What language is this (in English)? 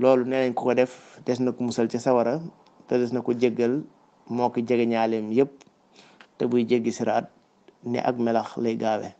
Wolof